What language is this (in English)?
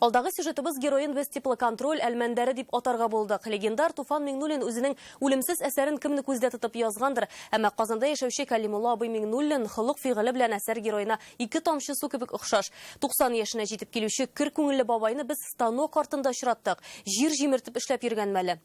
Tatar